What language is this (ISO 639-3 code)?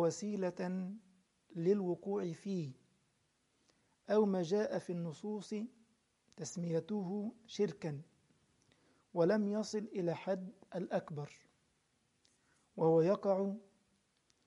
ara